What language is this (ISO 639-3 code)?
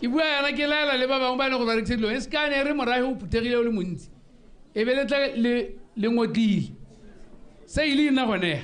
tsn